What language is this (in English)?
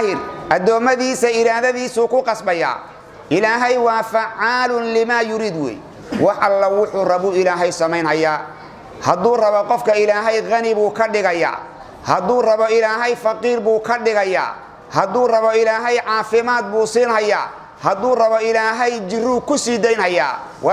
Somali